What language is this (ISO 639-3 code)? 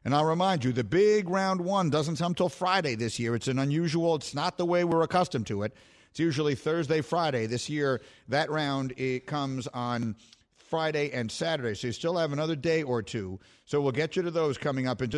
eng